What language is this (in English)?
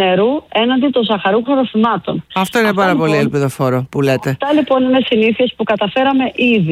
Greek